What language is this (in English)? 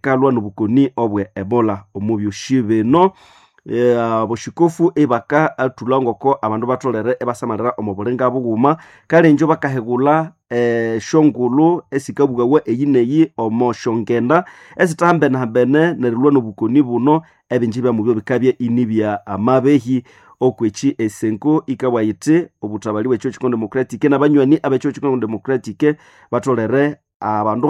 Nande